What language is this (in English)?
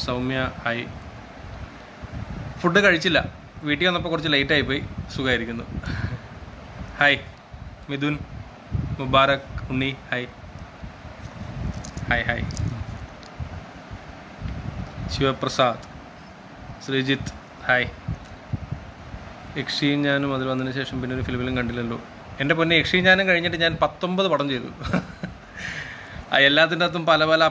Malayalam